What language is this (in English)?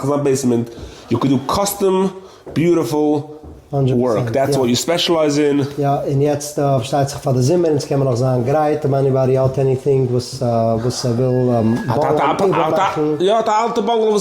Yiddish